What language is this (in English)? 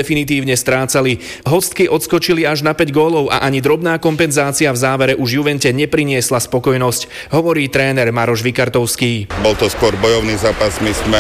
Slovak